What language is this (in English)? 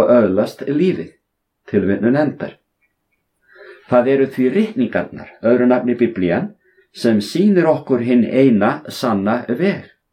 Icelandic